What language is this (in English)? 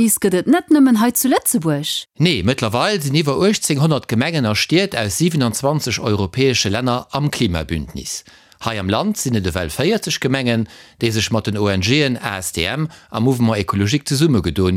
Luxembourgish